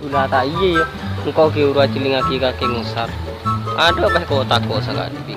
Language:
Madurese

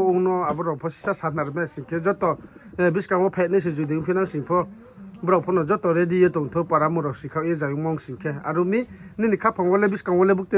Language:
Riang (India)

